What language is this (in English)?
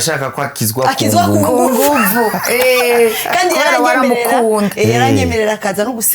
Rundi